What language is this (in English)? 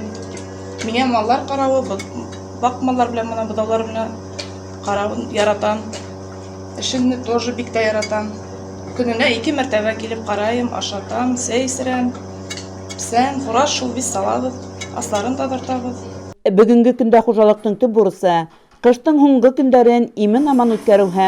Bashkir